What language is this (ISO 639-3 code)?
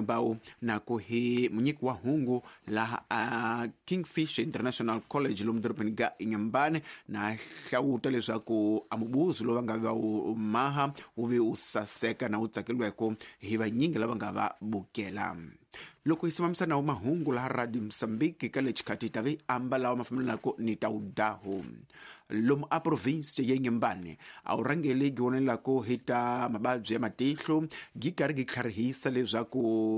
tso